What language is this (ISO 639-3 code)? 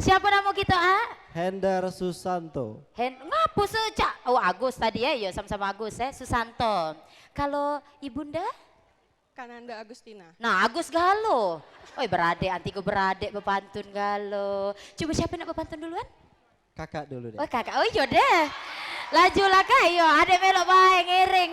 mui